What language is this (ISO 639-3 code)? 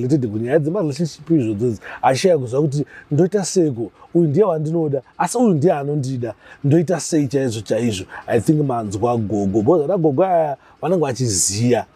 sna